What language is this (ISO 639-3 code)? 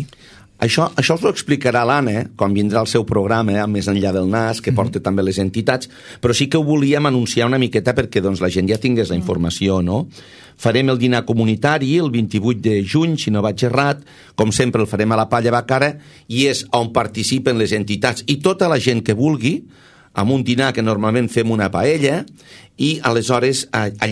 cat